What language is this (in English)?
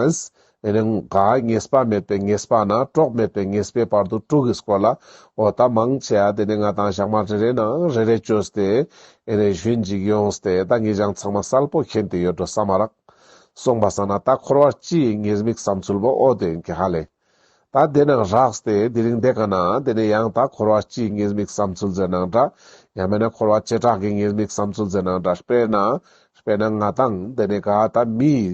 Ladakhi